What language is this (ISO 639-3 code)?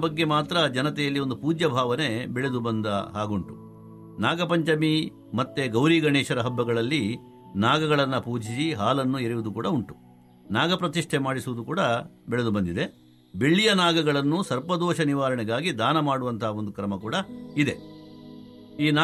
kan